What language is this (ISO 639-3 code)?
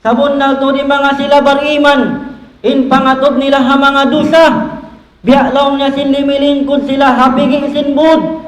tsg